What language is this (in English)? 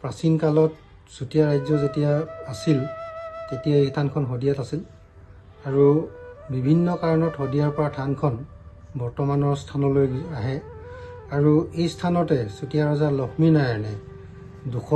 Assamese